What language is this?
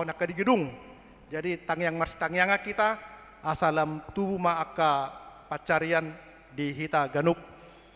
Batak Toba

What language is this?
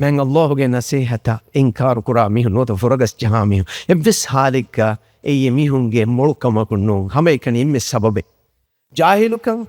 Divehi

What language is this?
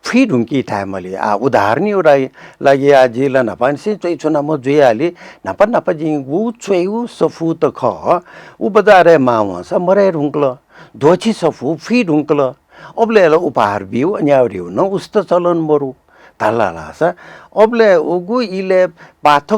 Newari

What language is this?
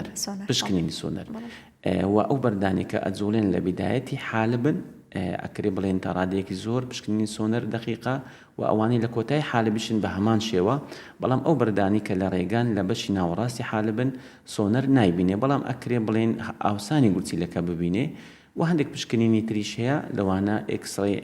Central Kurdish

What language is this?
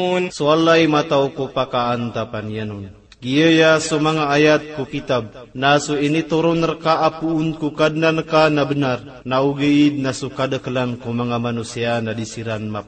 Maranao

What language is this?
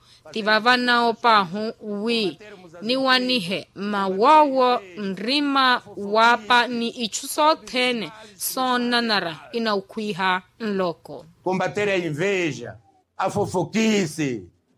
Makhuwa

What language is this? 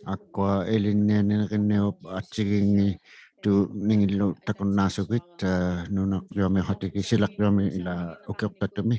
Inuktitut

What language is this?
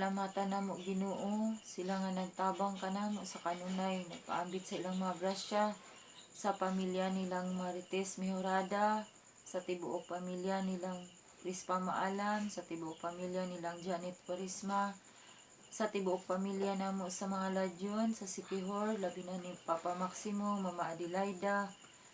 Cebuano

